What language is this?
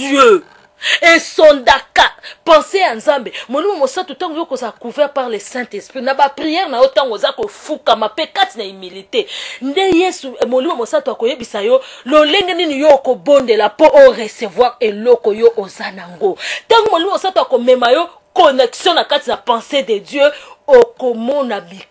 Lingala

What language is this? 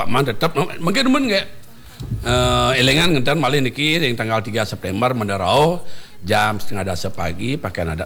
Balinese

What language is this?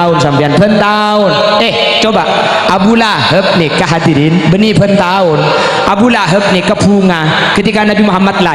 Madurese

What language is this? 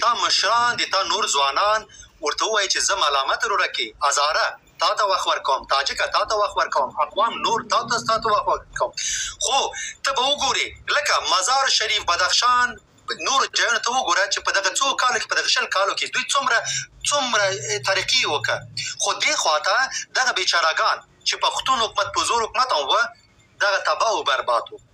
Pashto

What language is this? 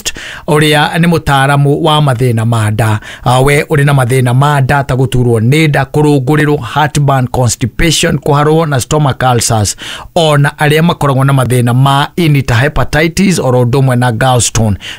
Kikuyu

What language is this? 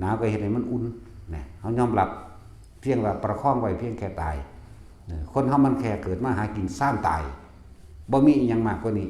Northeastern Thai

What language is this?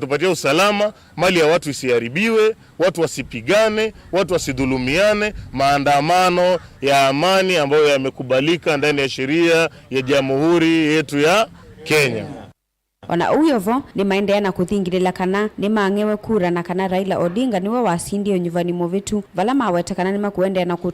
Kamba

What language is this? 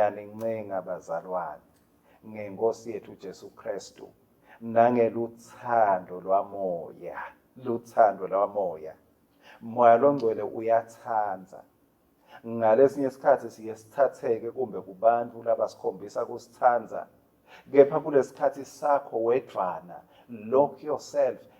Swati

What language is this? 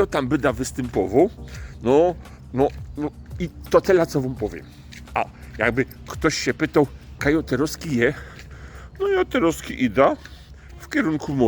Silesian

